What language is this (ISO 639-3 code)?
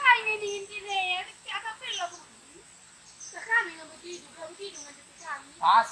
btx